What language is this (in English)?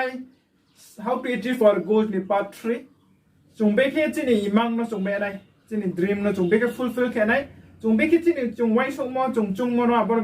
Riang (India)